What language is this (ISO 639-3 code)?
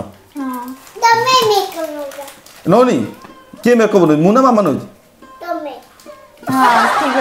ori